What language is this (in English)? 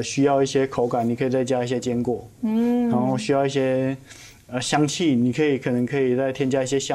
Chinese